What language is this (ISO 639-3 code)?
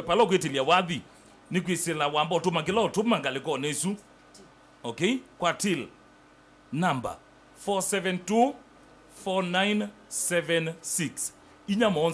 kam